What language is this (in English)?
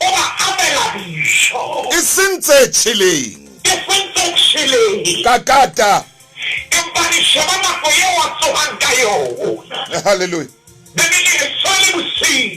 Southern Sotho